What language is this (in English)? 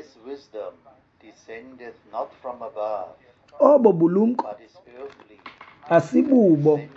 Xhosa